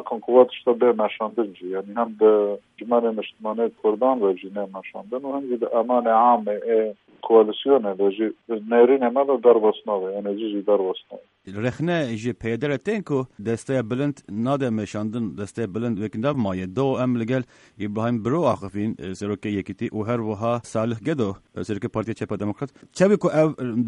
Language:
Kurdish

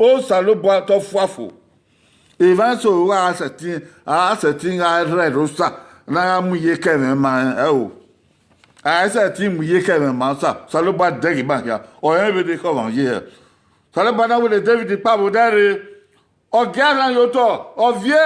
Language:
Bini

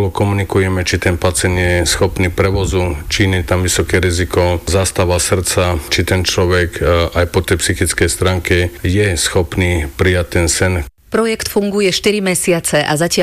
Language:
Slovak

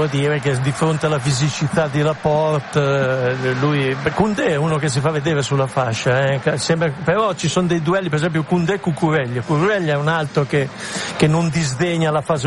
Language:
Italian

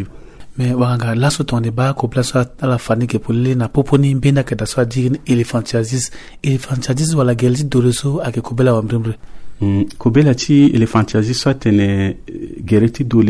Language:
Sango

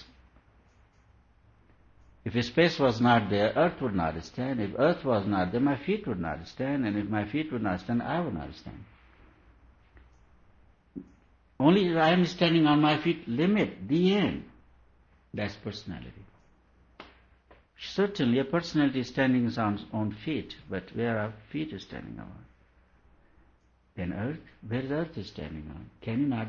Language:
English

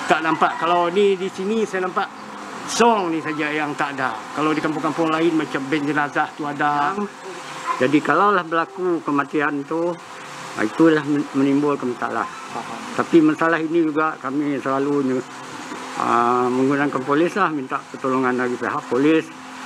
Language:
Malay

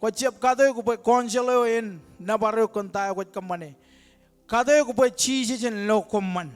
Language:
Marshallese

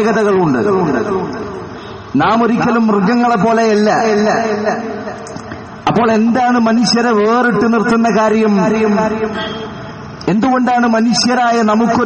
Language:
Malayalam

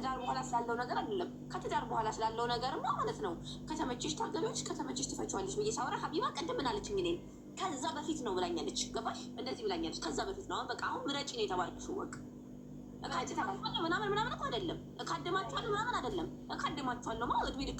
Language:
Amharic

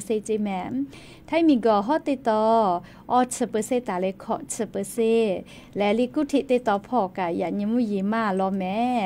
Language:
Lahu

